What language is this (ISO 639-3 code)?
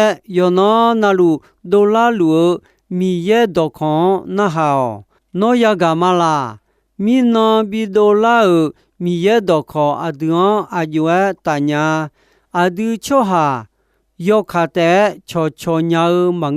ahk